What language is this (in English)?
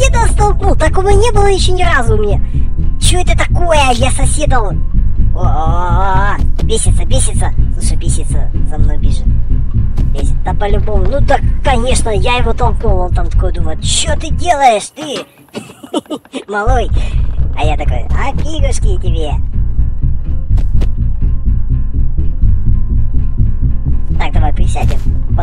Russian